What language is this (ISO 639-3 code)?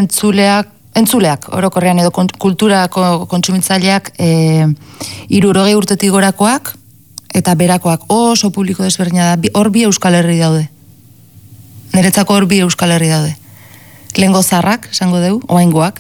eus